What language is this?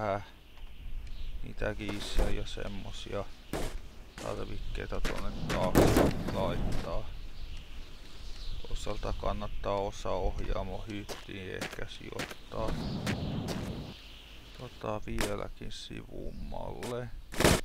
Finnish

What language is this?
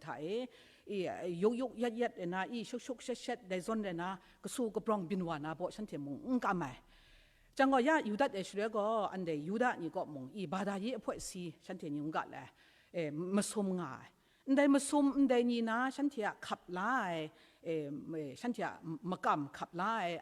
Kachin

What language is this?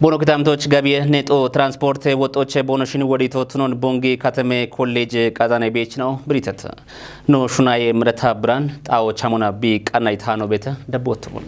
Kafa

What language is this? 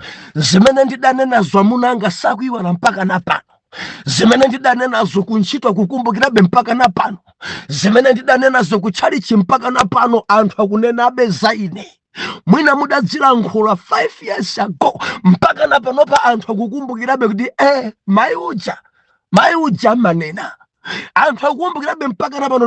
Nyanja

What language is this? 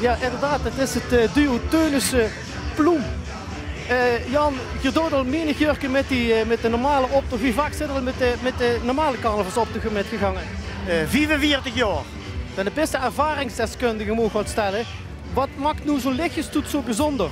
Limburgish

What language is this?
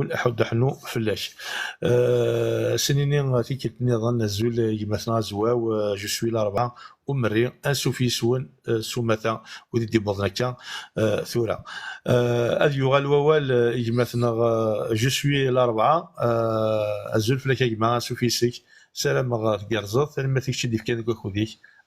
Kabyle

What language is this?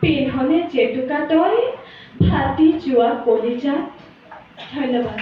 Assamese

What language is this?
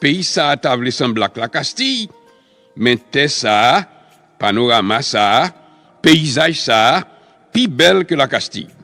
Haitian Creole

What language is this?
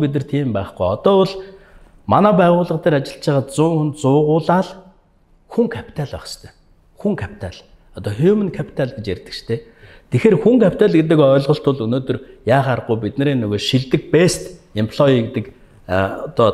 Mongolian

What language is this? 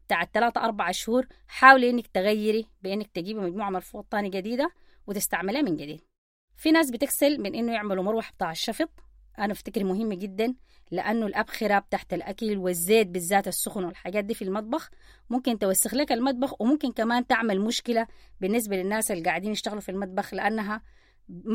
Sudanese Arabic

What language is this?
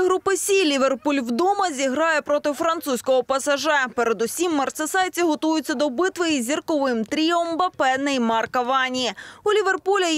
Ukrainian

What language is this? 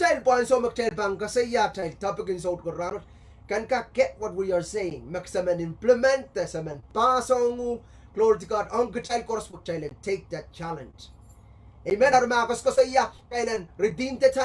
Pohnpeian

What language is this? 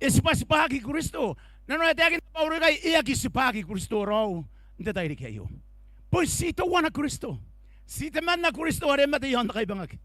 Gilbertese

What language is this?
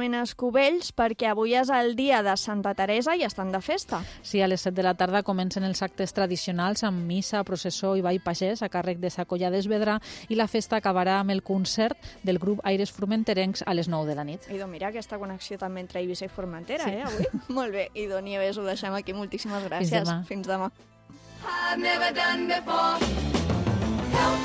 Catalan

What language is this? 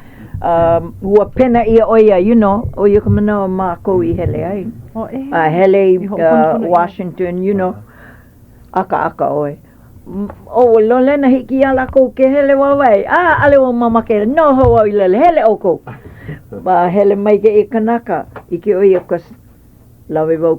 Hawaiian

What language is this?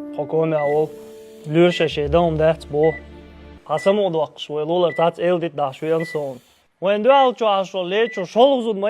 Chechen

